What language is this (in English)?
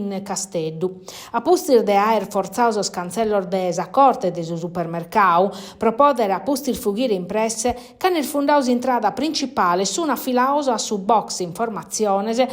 Sardinian